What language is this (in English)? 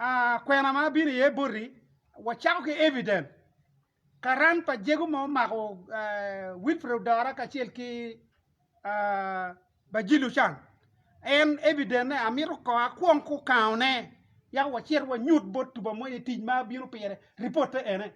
Acoli